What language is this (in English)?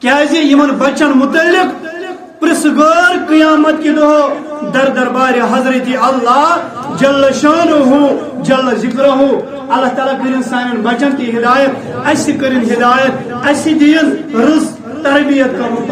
Kashmiri